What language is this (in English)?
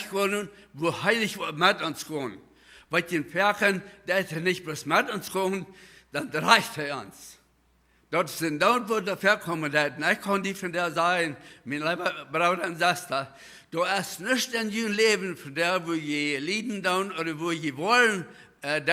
Plautdietsch